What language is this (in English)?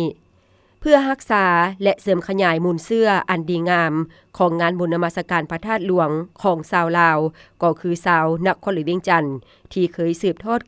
Lao